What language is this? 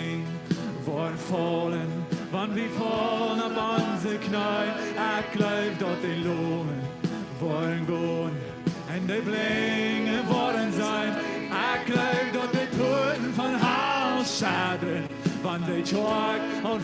Plautdietsch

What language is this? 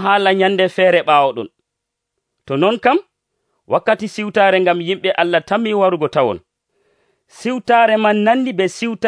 Nigerian Fulfulde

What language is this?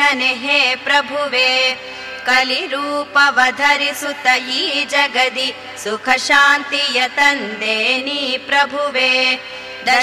Kannada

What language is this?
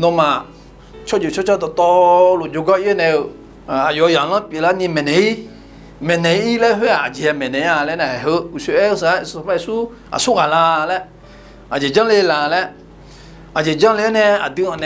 Akha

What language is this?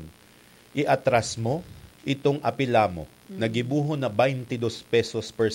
Bikol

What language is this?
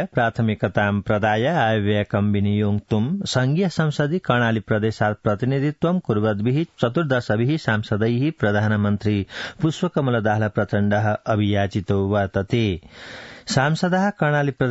Sanskrit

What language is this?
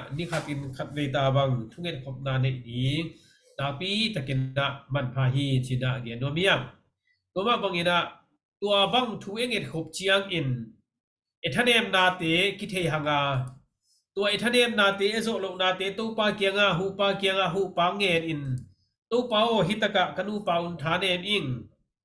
Tedim Chin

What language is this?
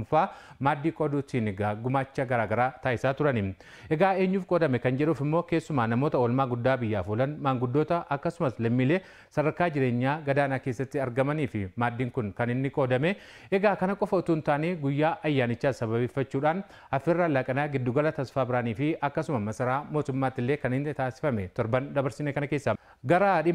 Oromo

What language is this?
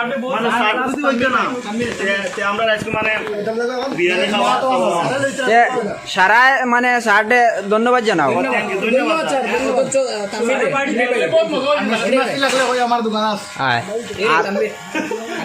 Sylheti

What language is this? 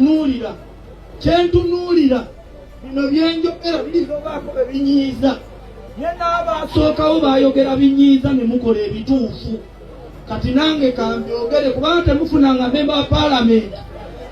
Ganda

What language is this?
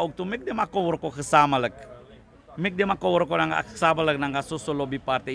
Sranan Tongo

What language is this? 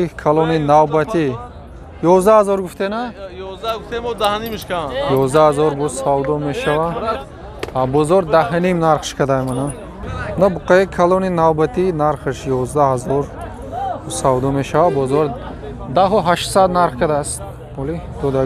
Tajik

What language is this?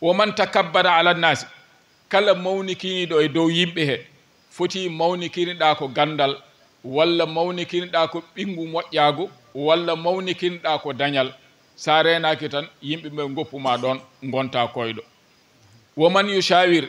Fula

